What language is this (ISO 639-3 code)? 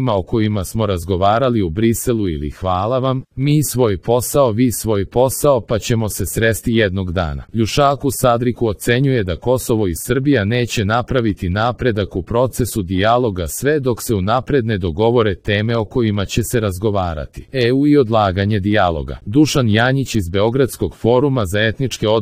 srp